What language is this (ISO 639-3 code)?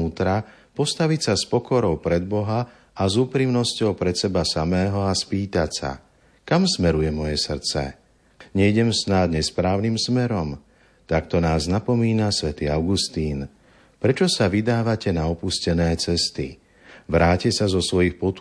slk